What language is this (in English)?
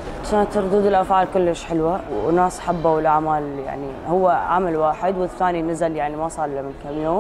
Mesopotamian Arabic